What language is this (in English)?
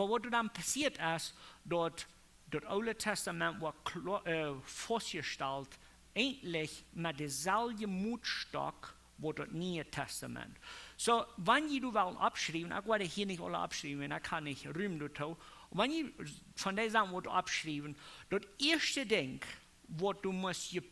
Plautdietsch